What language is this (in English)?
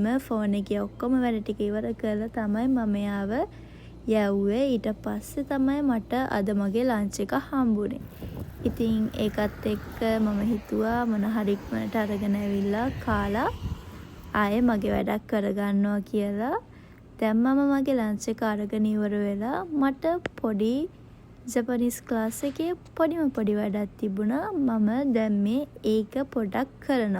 Sinhala